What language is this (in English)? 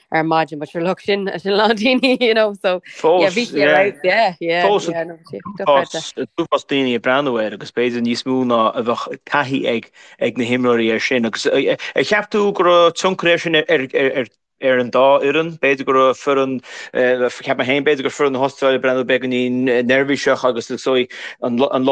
Irish